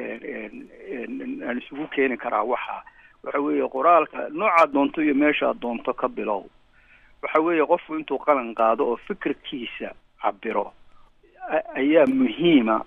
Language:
Somali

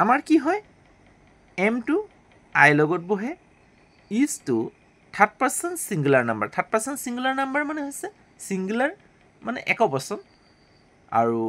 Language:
Assamese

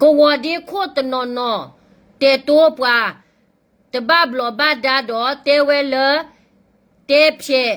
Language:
S'gaw Karen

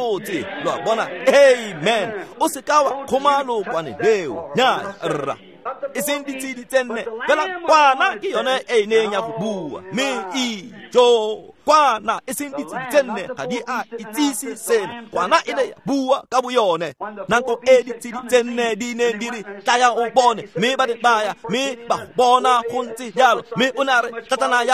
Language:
Tswana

